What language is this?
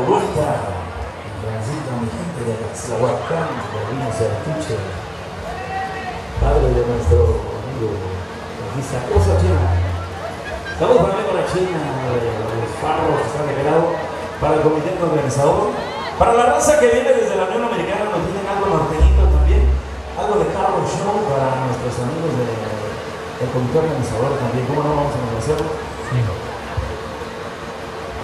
Spanish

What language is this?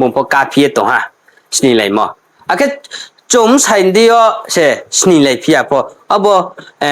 Riang (India)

